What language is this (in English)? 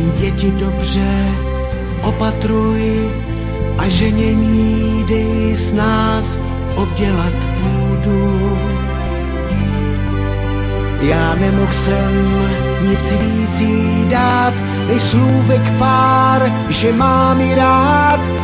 Czech